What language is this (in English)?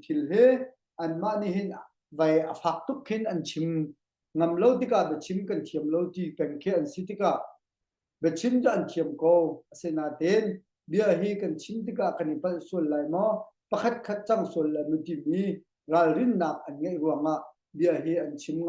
Hakha Chin